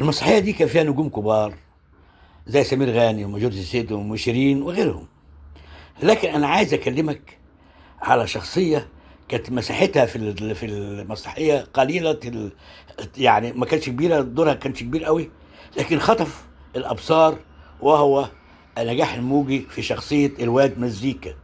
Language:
Egyptian Arabic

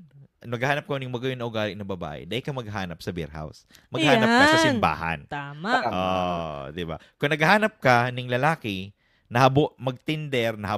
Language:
Bikol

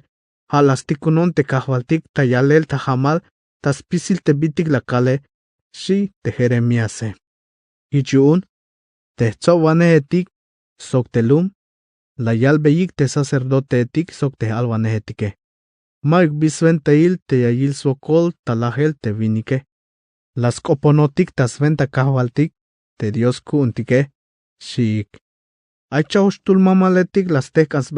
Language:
Tzeltal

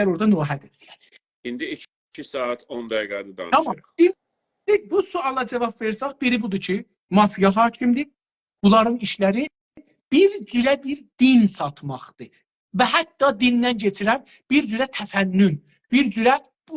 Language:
South Azerbaijani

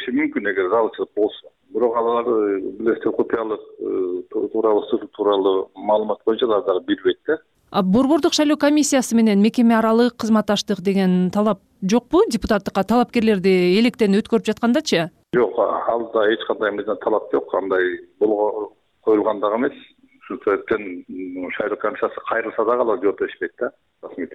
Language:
Kyrgyz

